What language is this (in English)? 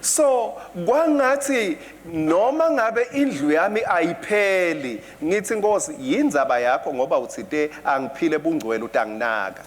Swati